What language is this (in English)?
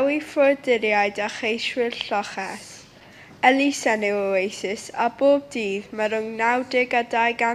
Welsh